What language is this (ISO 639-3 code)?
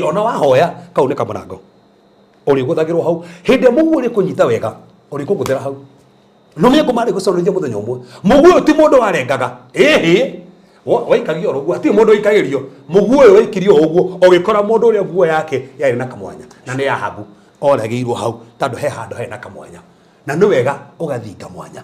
kik